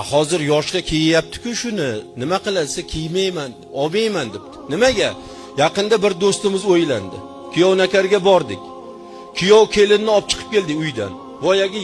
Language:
Uzbek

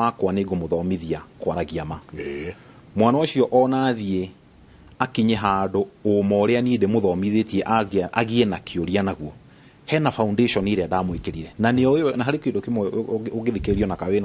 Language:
Kikuyu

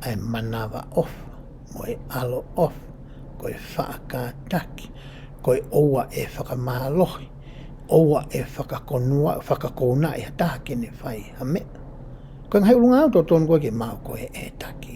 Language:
Tongan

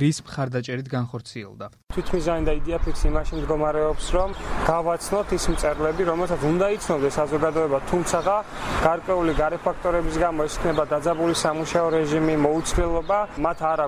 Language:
Georgian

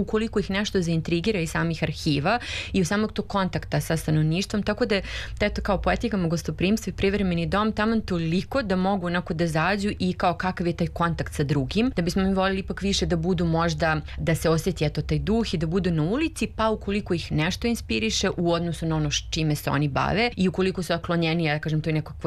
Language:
Serbian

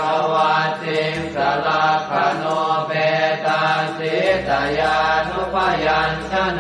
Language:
Pali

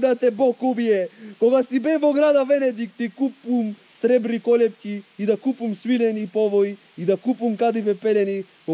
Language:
Macedonian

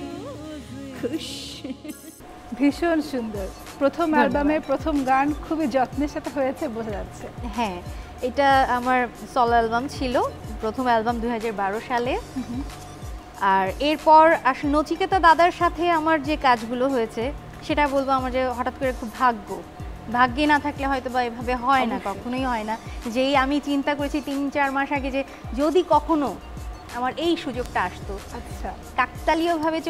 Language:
Bangla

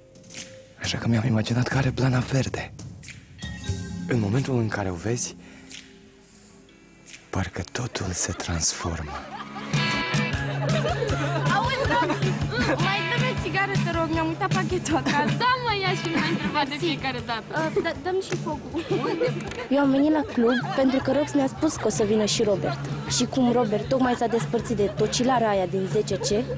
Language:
Romanian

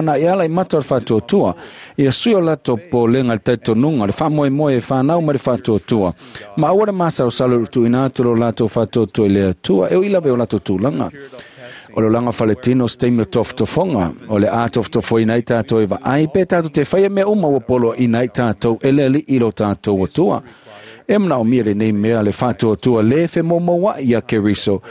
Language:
Samoan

